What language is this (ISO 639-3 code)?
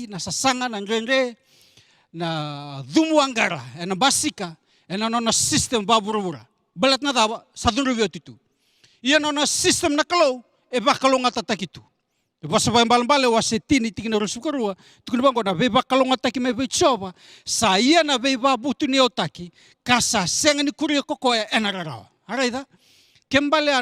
fij